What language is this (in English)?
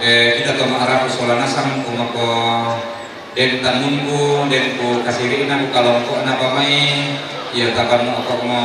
Toraja-Sa'dan